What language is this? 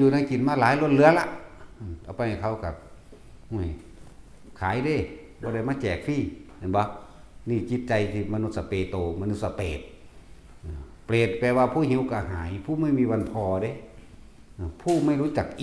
Northeastern Thai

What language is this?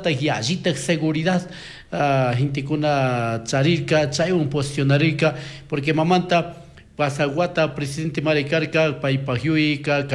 Chimborazo Highland Quichua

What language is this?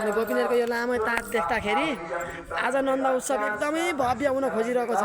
Nepali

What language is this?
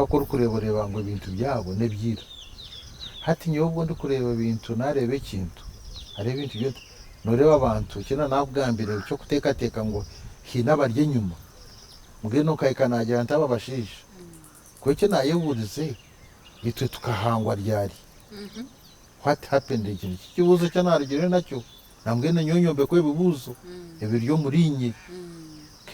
Nyankole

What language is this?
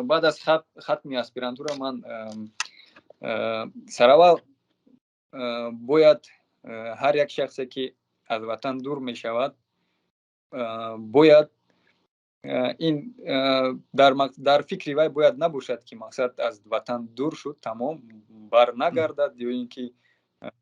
Tajik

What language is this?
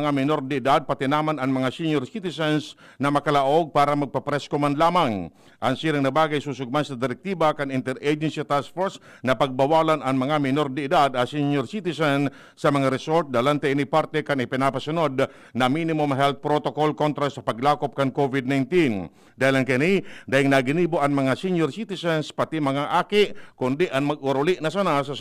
Bikol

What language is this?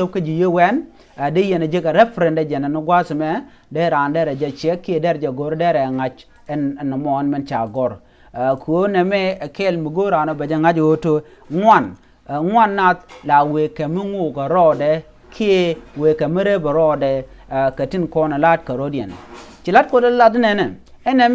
Nuer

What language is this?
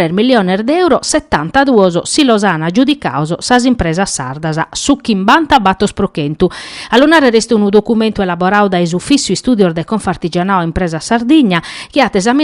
Sardinian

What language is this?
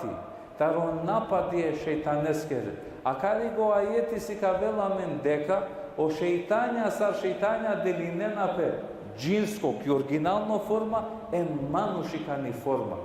Balkan Romani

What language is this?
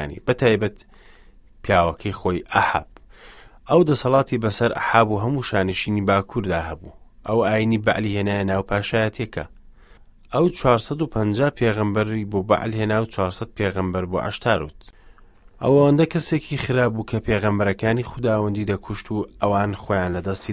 Central Kurdish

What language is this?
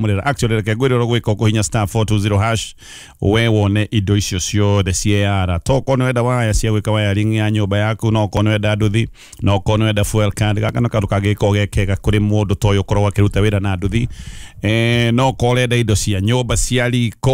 Kikuyu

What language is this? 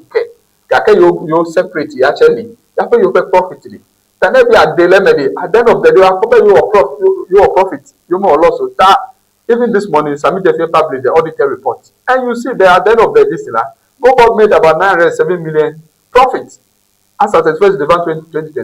Ewe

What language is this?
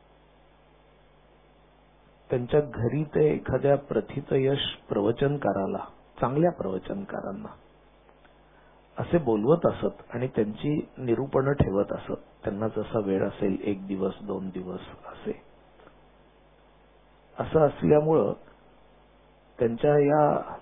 Marathi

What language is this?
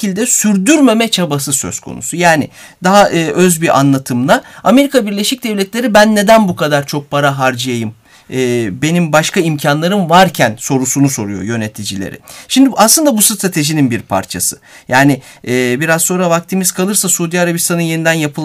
Turkish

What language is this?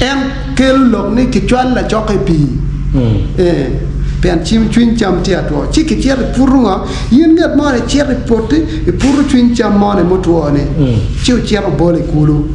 Acoli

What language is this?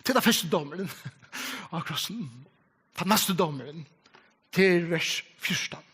Faroese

